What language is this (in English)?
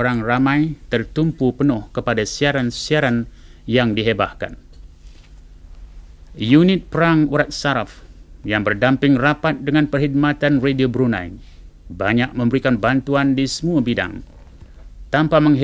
Malay